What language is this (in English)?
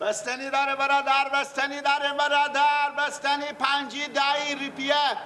Persian